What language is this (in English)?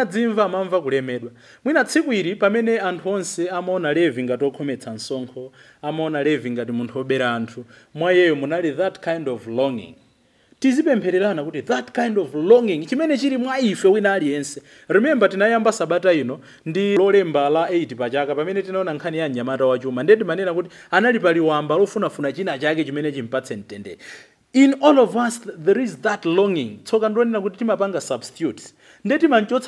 Nyanja